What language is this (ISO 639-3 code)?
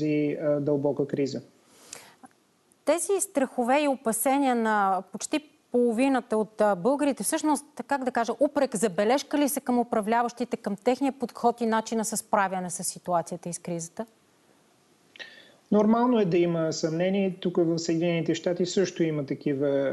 bul